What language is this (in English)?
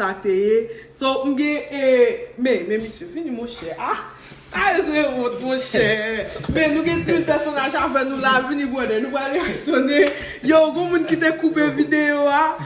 Haitian Creole